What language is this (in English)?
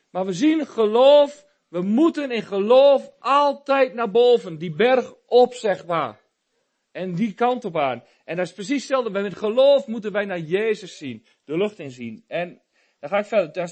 Dutch